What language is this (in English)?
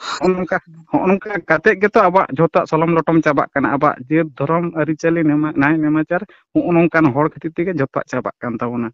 Santali